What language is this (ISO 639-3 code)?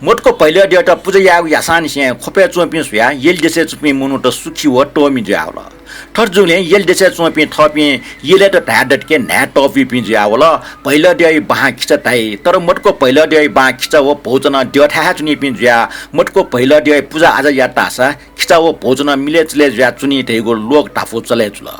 new